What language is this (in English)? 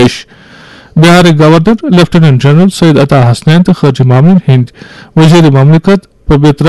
Kashmiri